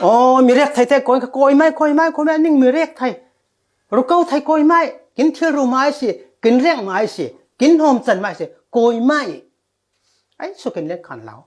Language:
Falam Chin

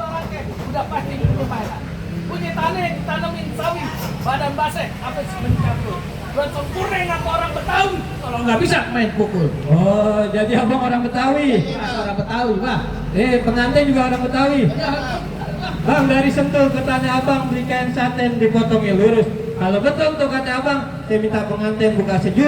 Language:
Betawi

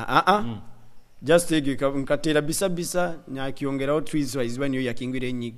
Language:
Nyoro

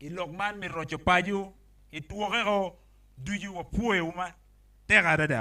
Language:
Acoli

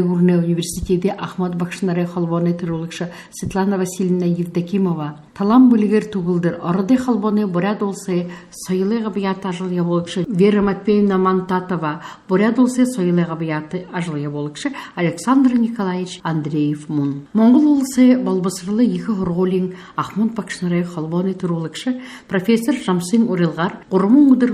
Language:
Buriat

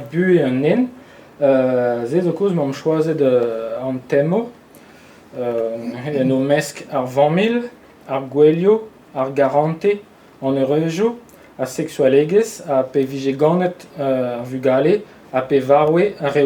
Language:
Breton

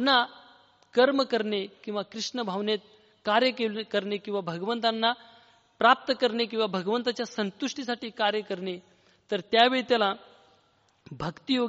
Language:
Marathi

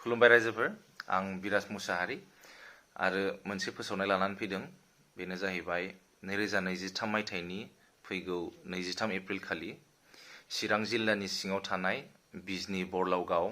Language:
Bodo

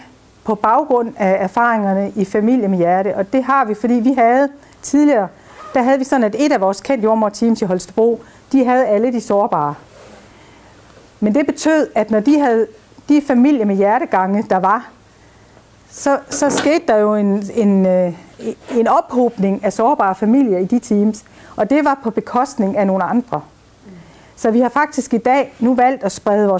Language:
Danish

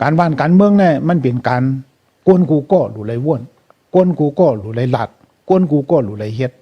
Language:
Shan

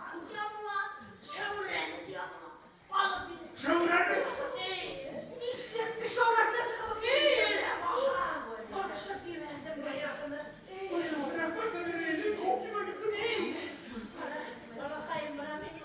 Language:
Bashkir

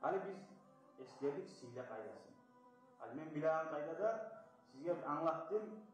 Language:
Kumyk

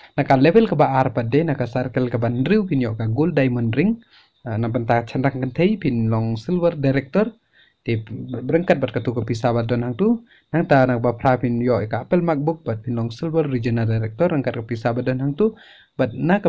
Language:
Khasi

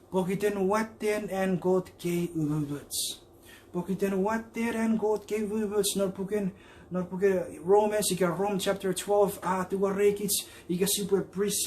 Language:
Chuukese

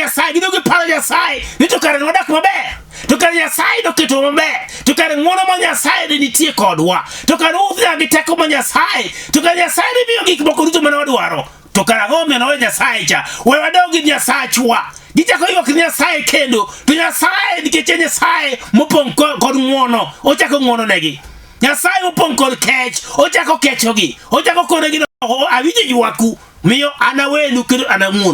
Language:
Luo (Kenya and Tanzania)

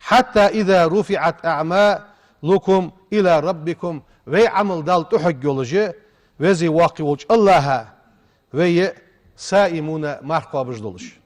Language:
Ingush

